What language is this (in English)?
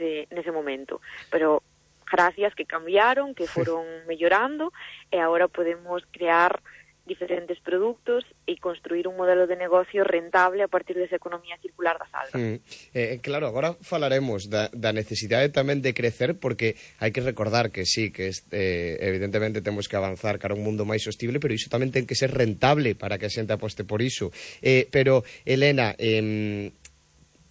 Galician